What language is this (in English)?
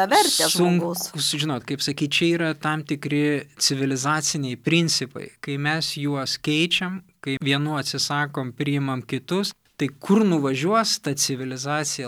Lithuanian